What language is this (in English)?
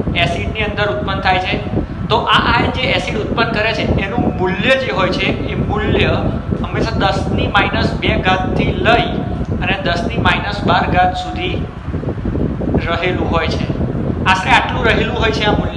Gujarati